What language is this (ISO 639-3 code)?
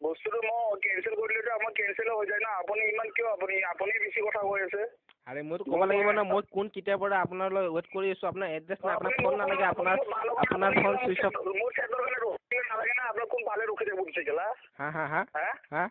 asm